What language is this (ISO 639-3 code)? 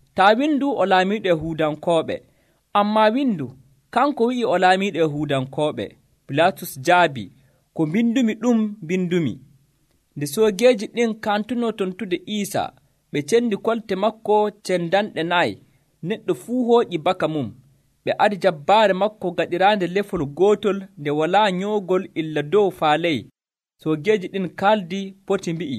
fuv